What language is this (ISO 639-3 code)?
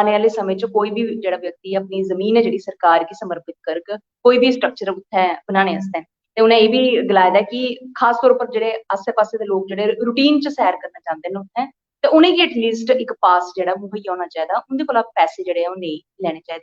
doi